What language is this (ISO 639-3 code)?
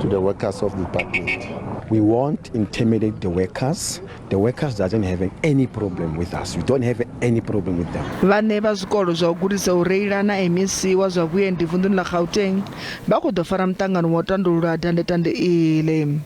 ven